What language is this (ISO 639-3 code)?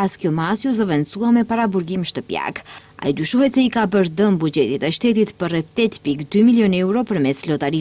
sqi